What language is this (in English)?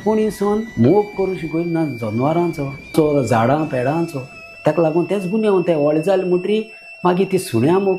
Konkani